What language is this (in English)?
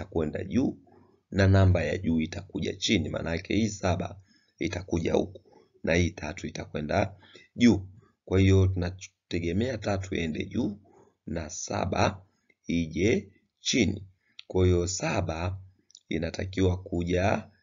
Swahili